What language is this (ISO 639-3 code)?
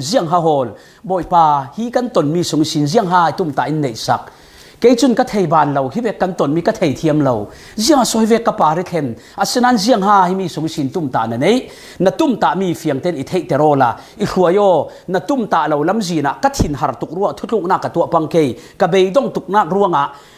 cfm